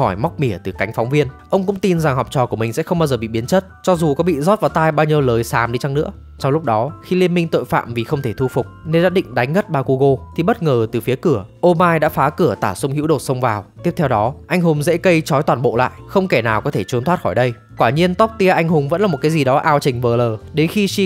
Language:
Vietnamese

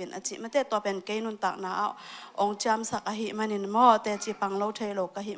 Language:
Tedim Chin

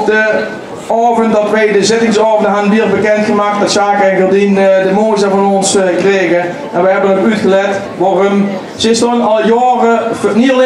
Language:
Limburgish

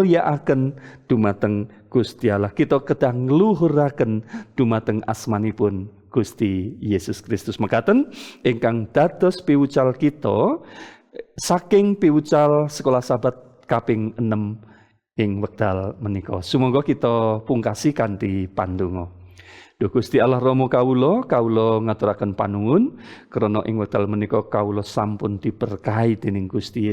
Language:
Javanese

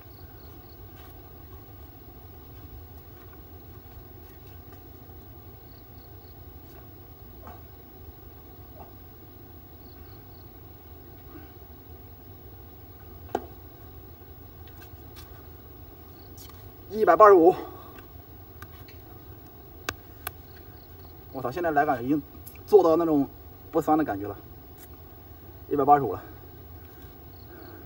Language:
Chinese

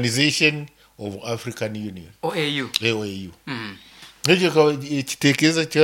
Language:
Nyoro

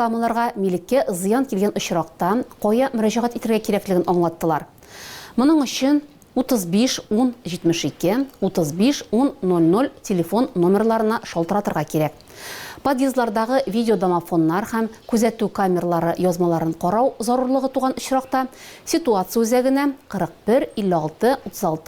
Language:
Tatar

